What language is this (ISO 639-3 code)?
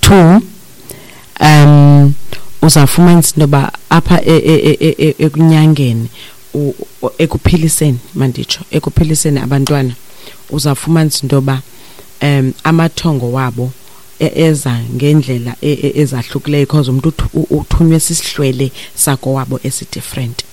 xho